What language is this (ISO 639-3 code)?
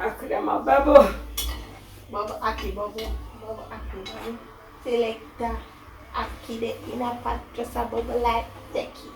jam